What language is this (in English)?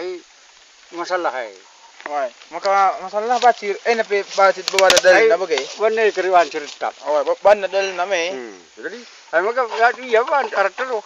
Batak Karo